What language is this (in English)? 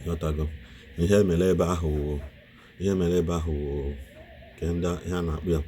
Igbo